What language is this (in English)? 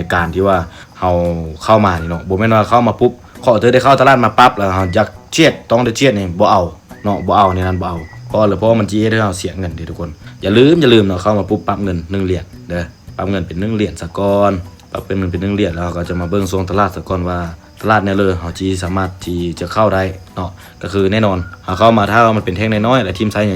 Lao